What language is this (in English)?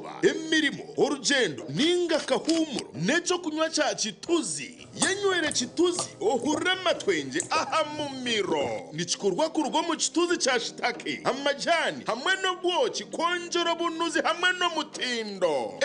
Nyankole